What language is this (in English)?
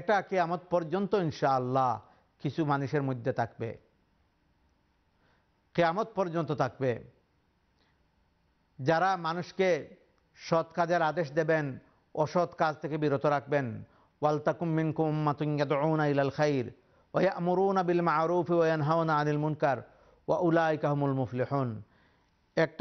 Bangla